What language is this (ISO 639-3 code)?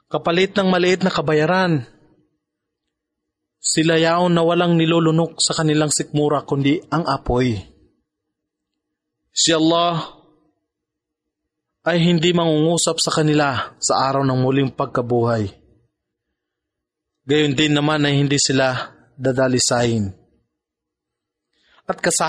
fil